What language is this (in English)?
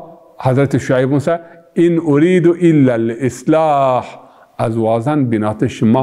Zaza